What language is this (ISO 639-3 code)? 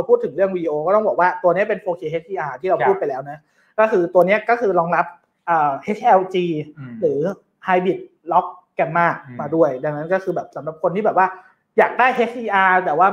tha